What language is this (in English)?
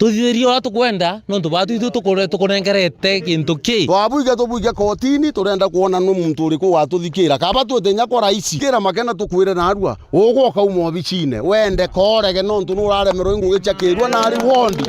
Meru